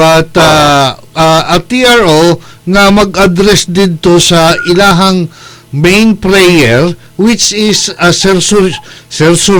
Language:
Cebuano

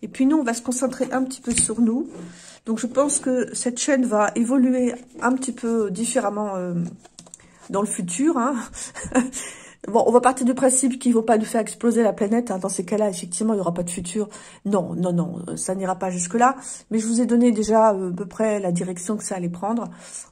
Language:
French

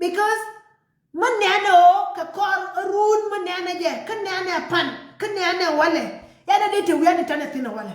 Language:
Nuer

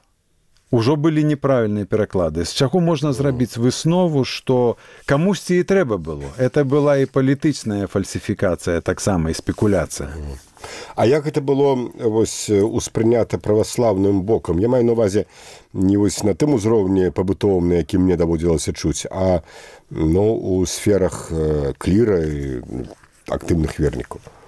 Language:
Belarusian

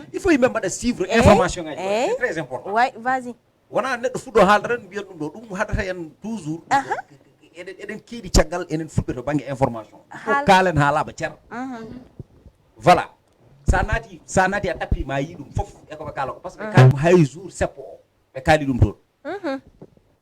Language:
Fula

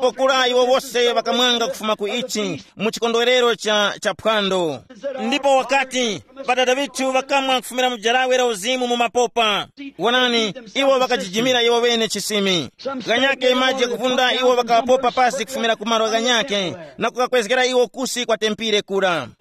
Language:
Tumbuka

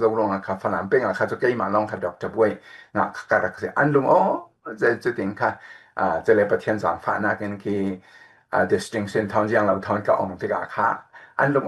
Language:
Falam Chin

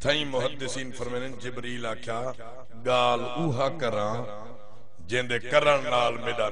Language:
Saraiki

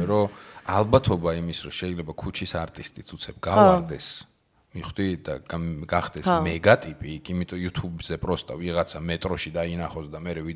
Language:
Georgian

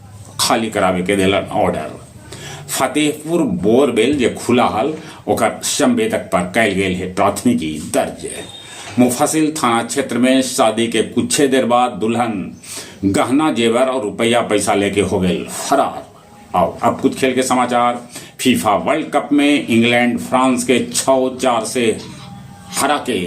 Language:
Magahi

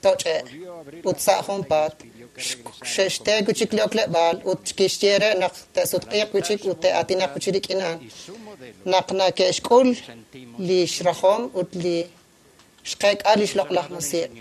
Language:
Kekchí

